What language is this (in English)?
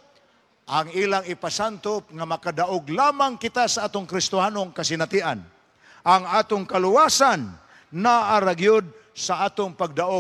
Cebuano